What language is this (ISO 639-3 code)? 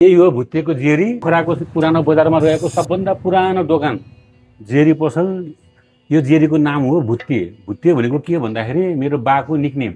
nep